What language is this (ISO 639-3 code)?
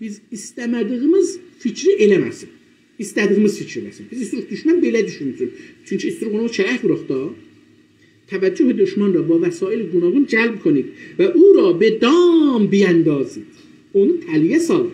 azb